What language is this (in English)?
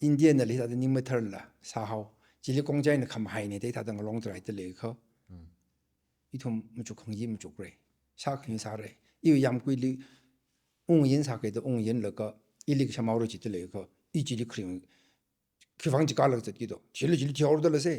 Tangkhul Naga (India)